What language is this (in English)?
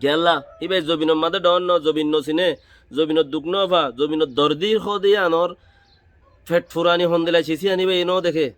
Rohingya